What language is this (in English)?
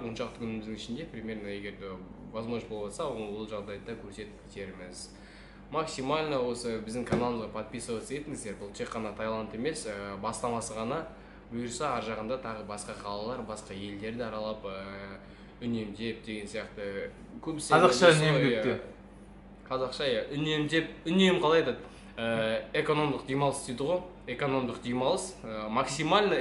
Kazakh